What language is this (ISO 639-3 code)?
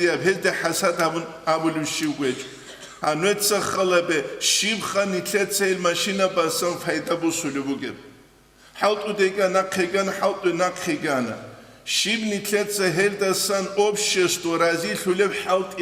ava